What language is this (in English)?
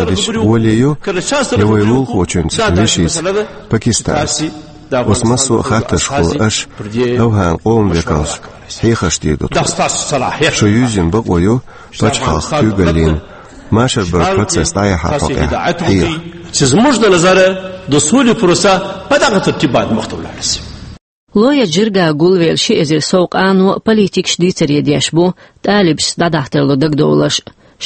Chechen